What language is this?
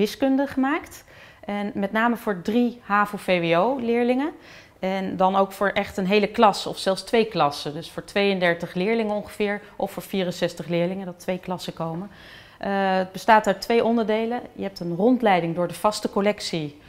Dutch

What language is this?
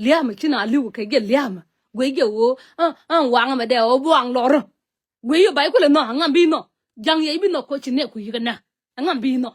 Nuer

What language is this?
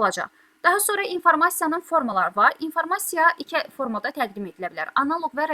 Azerbaijani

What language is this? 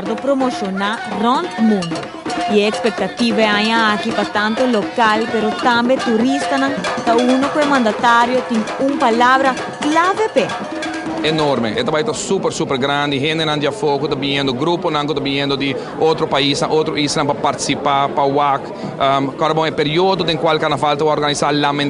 Papiamento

